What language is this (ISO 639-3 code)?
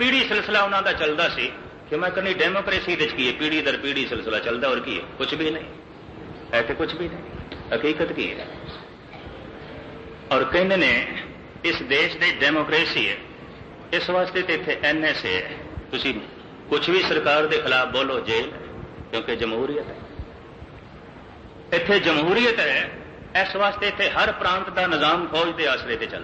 pan